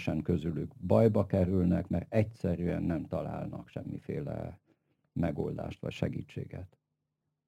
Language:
Hungarian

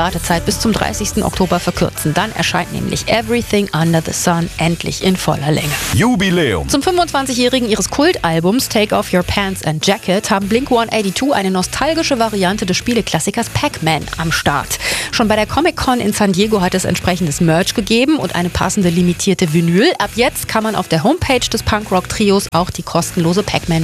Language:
German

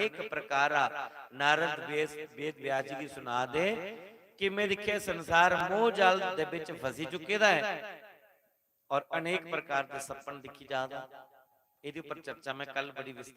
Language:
Dogri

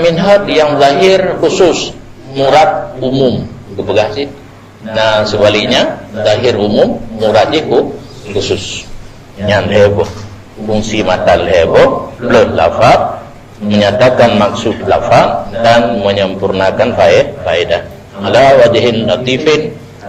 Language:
Achinese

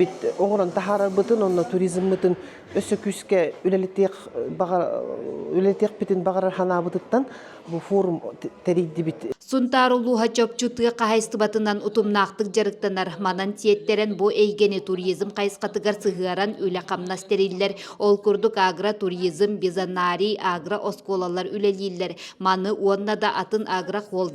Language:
Yakut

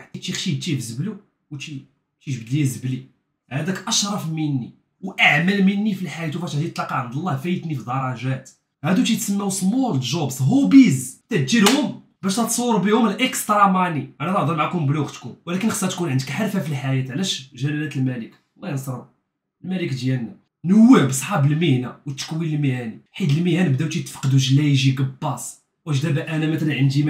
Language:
Moroccan Arabic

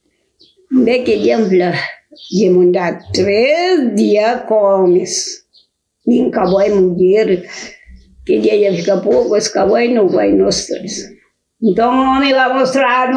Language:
Kabuverdianu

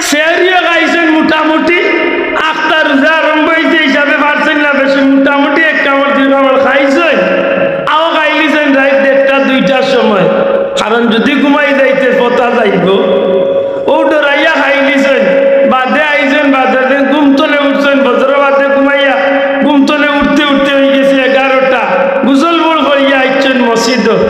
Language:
Sylheti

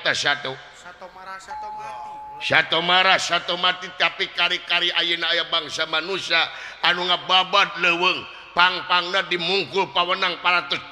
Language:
Sundanese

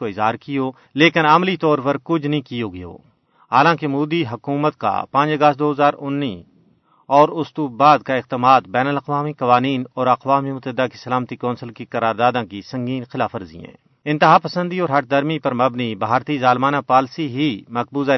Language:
Gujari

